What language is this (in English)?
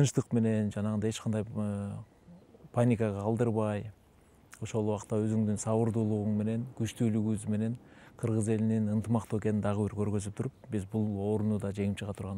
Kyrgyz